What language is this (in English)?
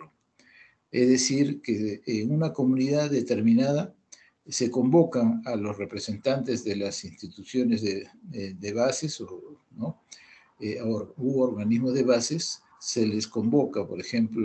Spanish